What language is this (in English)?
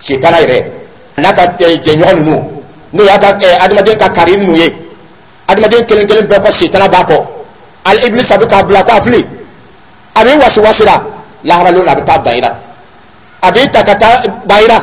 Dyula